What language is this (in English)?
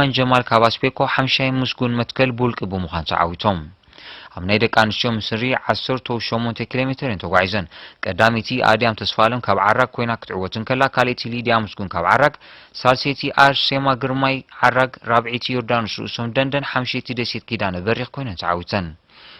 Tigrinya